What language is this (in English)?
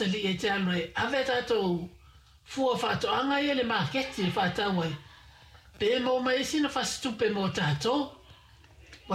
Samoan